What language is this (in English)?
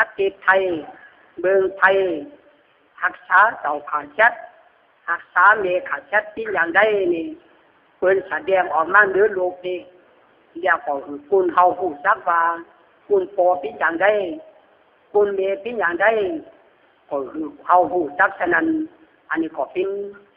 Lü